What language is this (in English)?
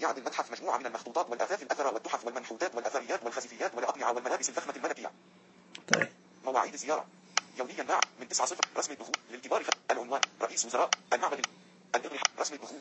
Najdi Arabic